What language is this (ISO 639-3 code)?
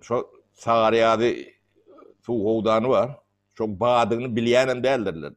tuk